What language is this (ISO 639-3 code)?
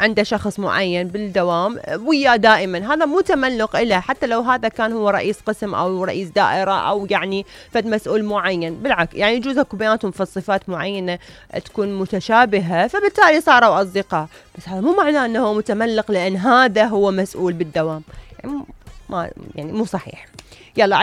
acm